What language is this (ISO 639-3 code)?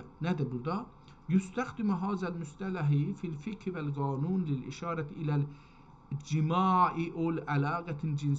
azb